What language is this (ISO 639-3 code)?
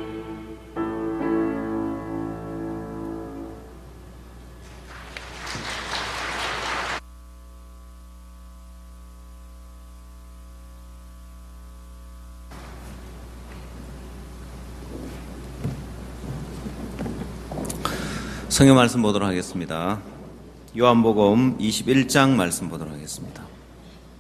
kor